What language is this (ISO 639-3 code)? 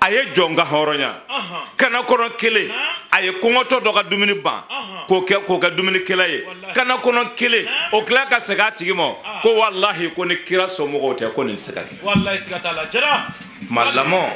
bam